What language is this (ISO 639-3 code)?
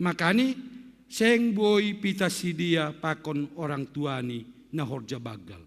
bts